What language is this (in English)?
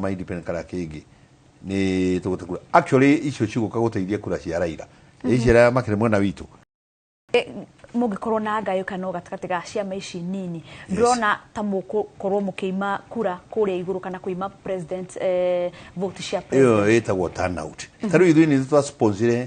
Kikuyu